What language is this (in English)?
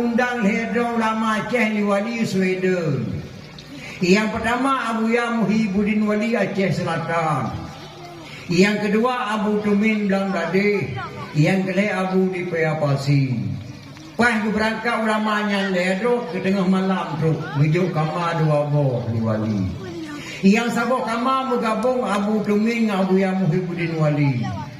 Achinese